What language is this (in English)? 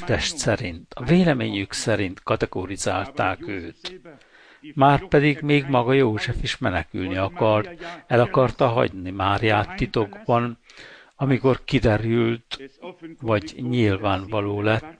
Hungarian